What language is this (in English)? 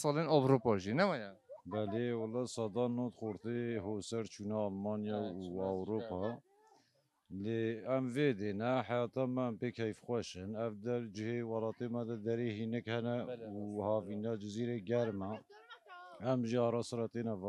Kurdish